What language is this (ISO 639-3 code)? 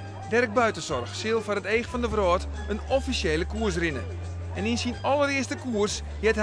fry